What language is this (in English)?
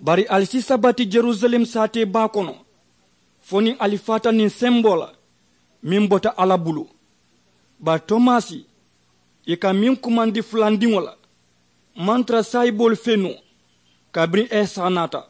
Mandingo